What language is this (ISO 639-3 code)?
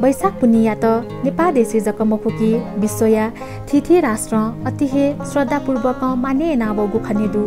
new